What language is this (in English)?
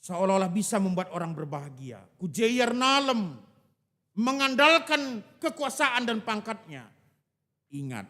Batak Karo